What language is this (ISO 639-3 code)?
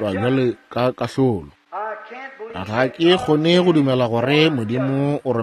nso